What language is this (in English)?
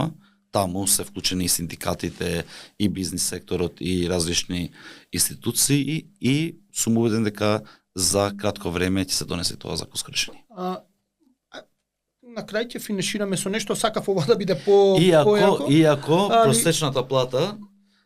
Macedonian